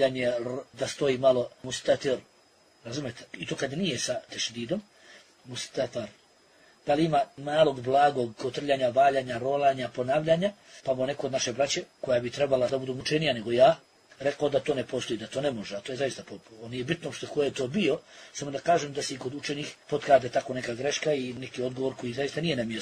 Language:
Bosnian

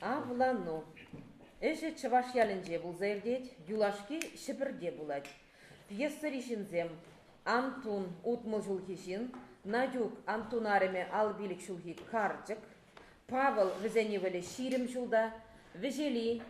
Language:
Chuvash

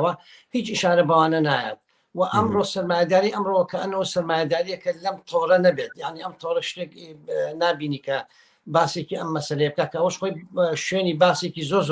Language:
Central Kurdish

